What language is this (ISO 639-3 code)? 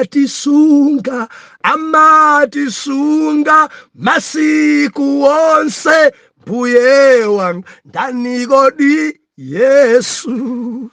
nya